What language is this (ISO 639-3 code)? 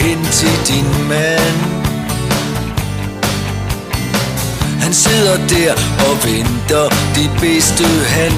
dan